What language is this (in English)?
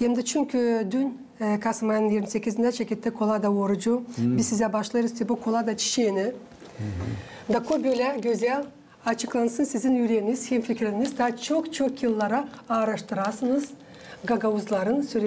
Gagauz